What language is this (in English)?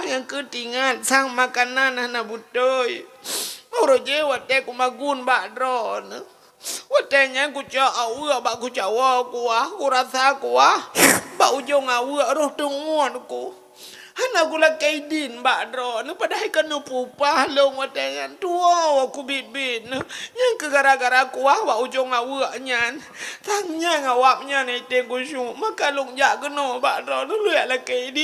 Achinese